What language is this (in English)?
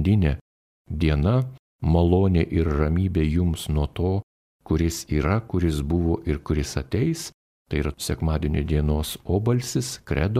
Lithuanian